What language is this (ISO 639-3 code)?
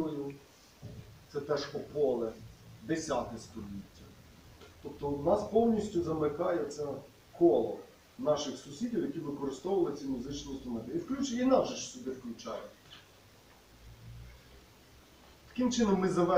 ukr